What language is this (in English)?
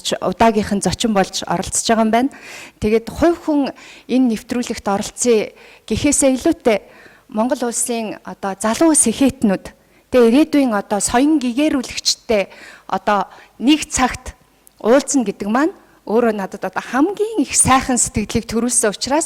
Mongolian